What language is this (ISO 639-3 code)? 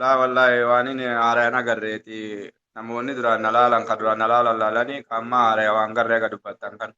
orm